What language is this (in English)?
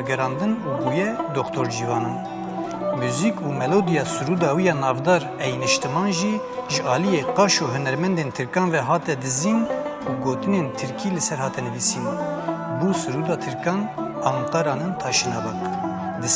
Kurdish